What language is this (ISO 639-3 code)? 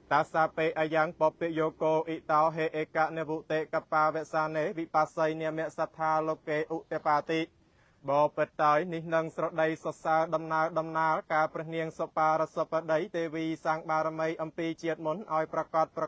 khm